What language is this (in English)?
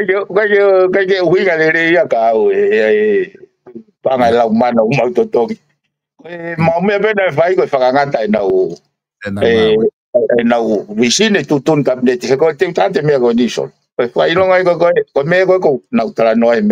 Tongan